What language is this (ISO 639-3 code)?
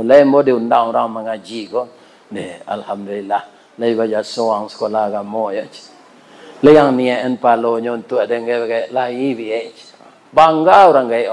min